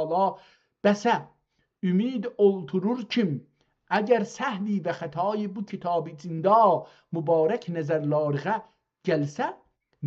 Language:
South Azerbaijani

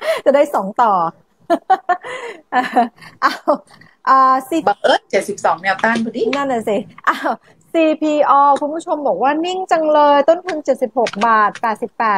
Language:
Thai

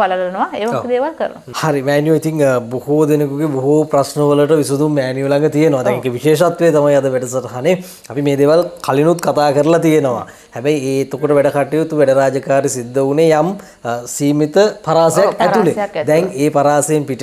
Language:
Sinhala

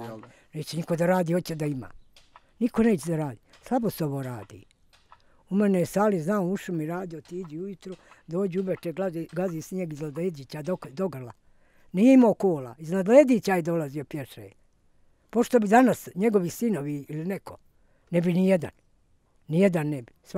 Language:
Bosnian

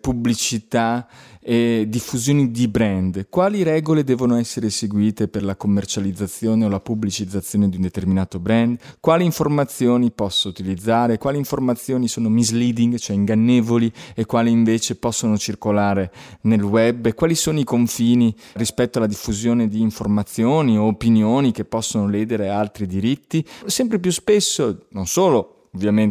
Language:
Italian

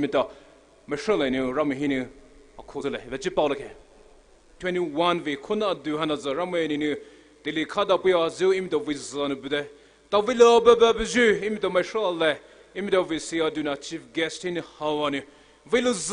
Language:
Poumei Naga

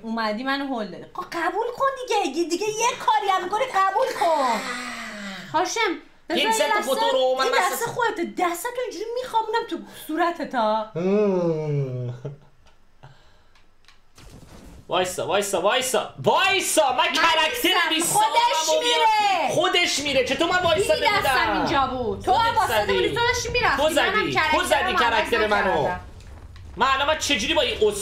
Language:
Persian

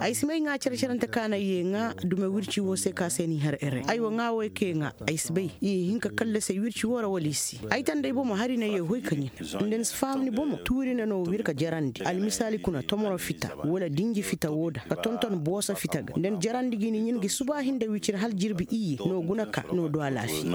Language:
Koyraboro Senni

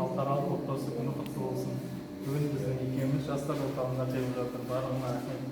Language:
Kazakh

